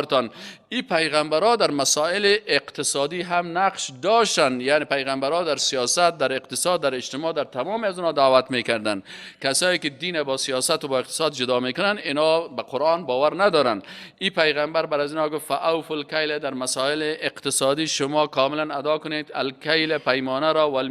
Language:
Persian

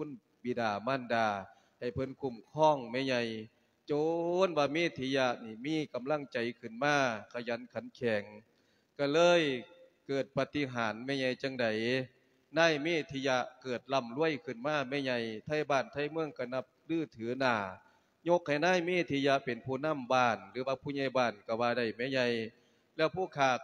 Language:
Lao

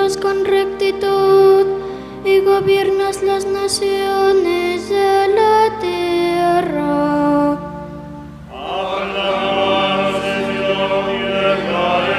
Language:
Spanish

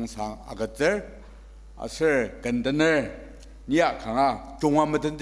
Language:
Ao Naga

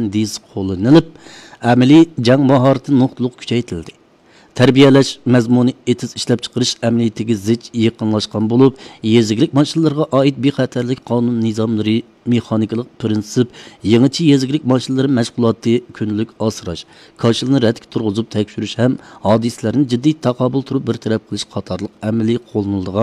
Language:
Uyghur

